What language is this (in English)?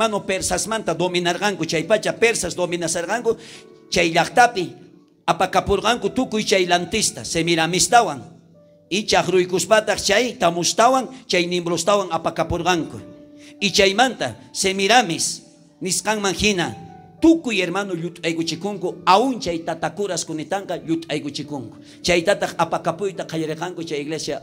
South Bolivian Quechua